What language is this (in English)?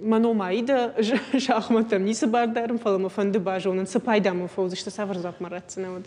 Ossetic